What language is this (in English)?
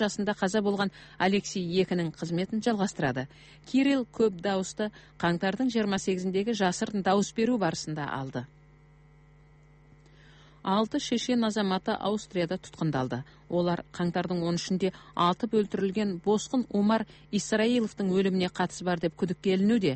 Kazakh